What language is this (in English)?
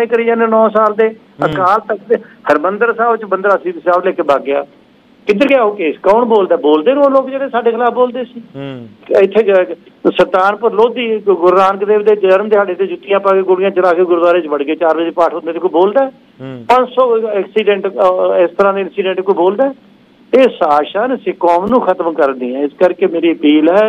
Punjabi